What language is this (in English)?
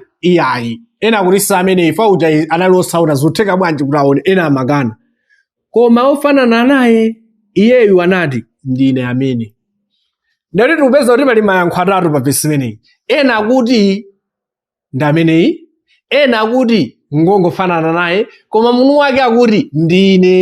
Nyanja